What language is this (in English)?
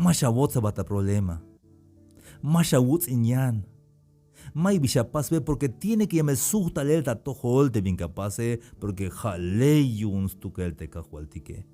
Tzeltal